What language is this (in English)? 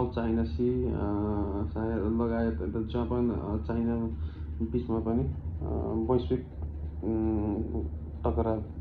Nepali